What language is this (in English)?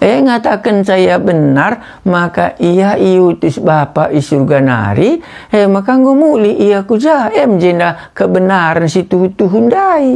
Batak Karo